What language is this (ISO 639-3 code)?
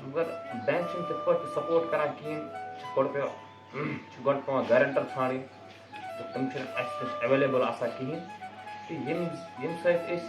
kas